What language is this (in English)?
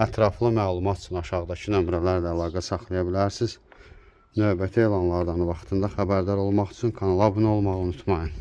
Azerbaijani